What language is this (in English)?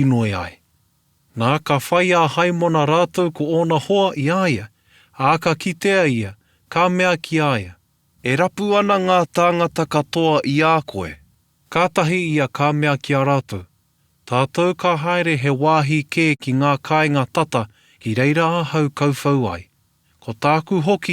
Māori